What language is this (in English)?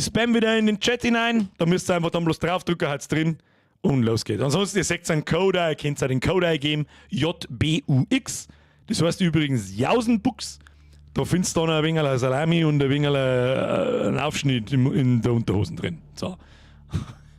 Bavarian